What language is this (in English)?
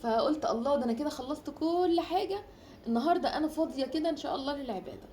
Egyptian Arabic